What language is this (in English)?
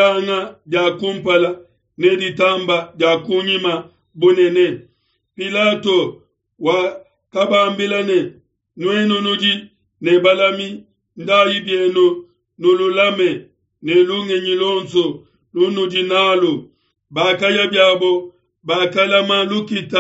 Luba-Lulua